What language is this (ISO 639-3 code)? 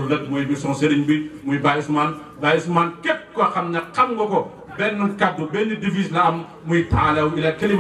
wol